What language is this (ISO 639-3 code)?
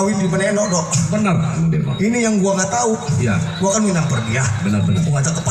bew